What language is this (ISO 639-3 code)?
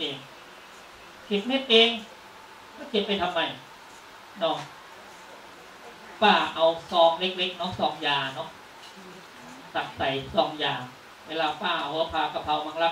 tha